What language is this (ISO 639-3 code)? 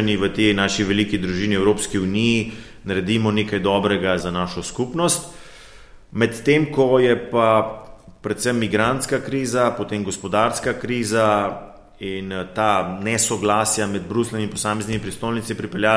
slv